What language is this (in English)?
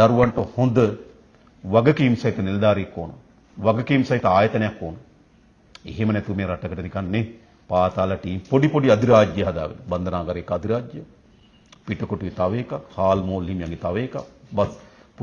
Sinhala